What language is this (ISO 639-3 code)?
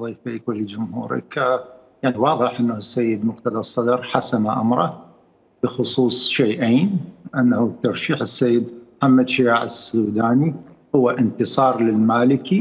acm